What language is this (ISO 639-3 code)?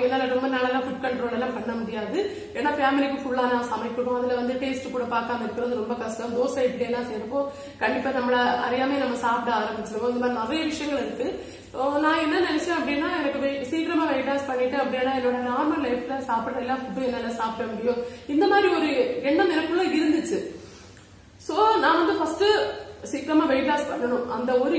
tam